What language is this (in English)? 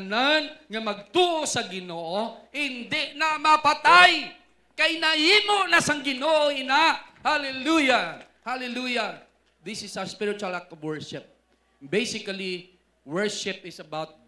Hiligaynon